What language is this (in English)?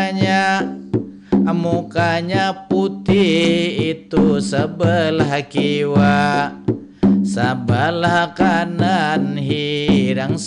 Banjar